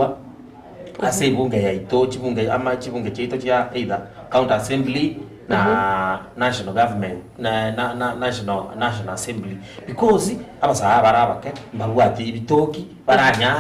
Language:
Gusii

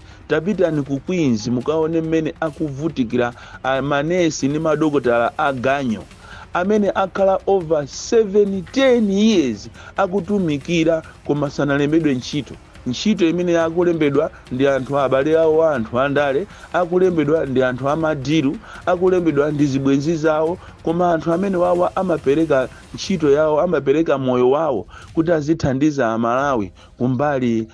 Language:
Nyanja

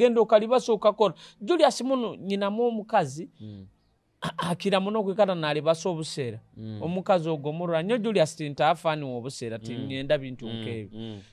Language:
Nyoro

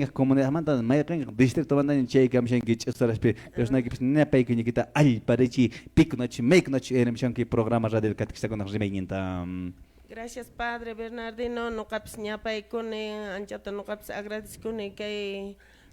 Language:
Quechua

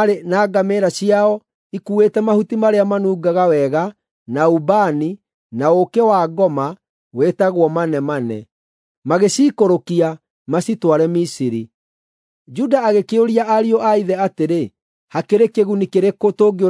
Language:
Kikuyu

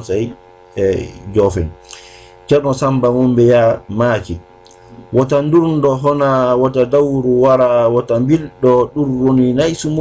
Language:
Fula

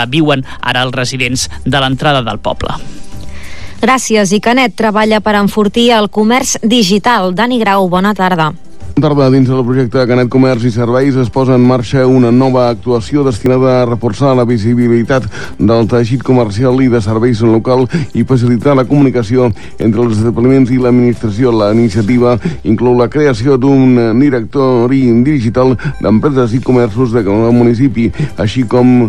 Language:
Catalan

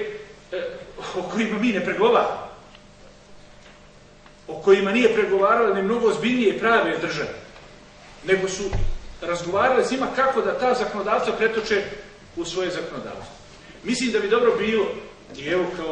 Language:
Bosnian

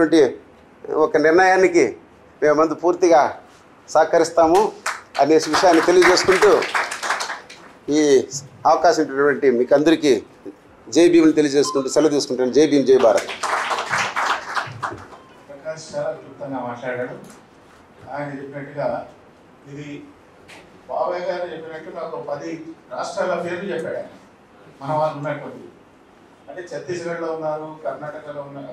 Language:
Telugu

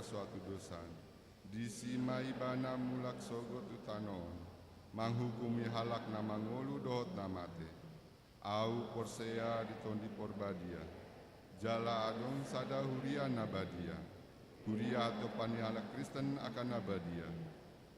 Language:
Batak Toba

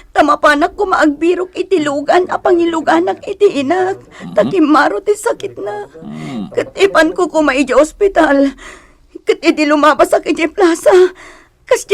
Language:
Iloko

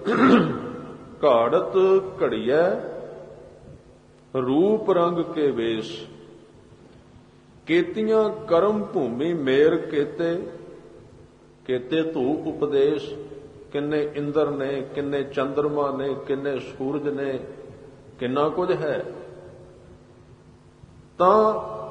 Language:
Punjabi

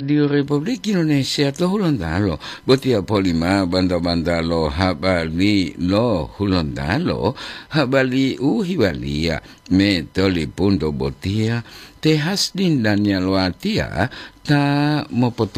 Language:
Gorontalo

